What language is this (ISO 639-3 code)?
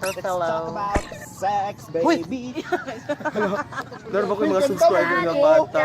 ceb